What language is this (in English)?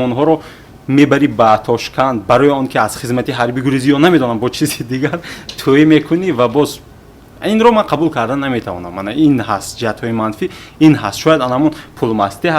Tajik